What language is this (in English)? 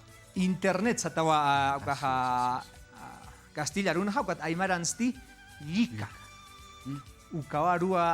Aymara